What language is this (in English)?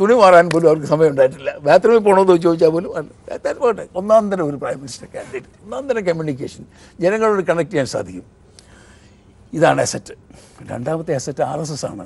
Malayalam